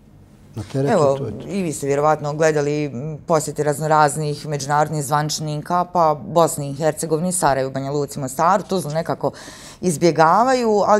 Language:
Bosnian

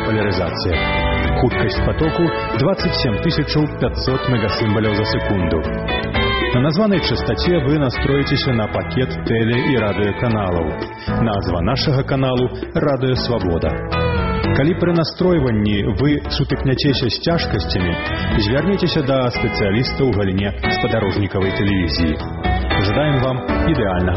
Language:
Belarusian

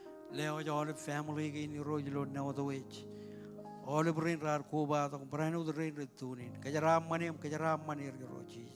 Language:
Marshallese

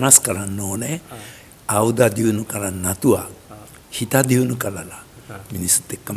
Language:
Sinhala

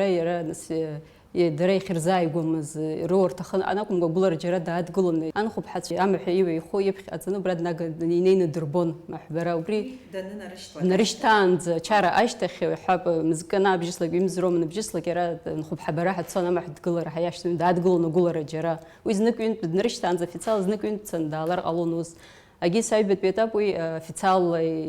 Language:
Abkhazian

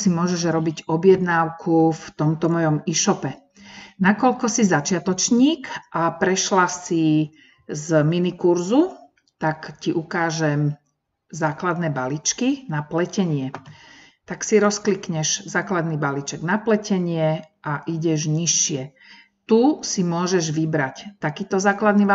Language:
Slovak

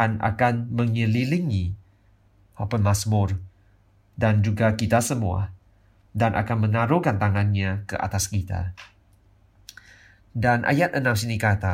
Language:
Malay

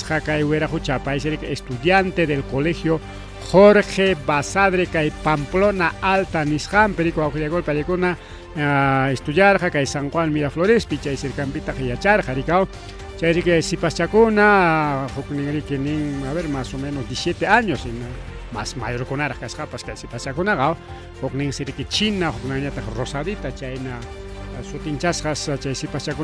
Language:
Ayacucho Quechua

